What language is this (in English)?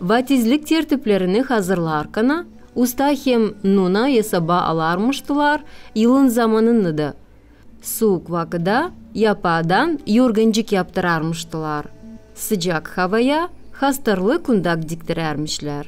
Gagauz